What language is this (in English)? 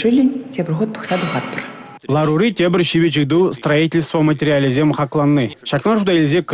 Chuvash